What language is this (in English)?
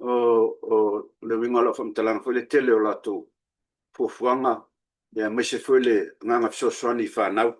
Samoan